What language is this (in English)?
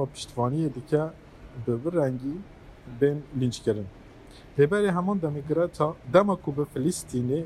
Kurdish